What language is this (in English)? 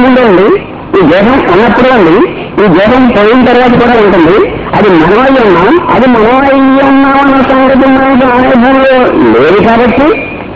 Telugu